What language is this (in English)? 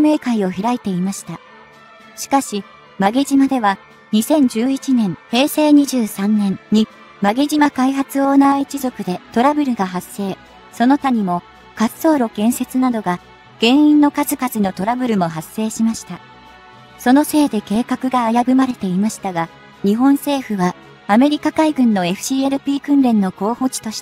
Japanese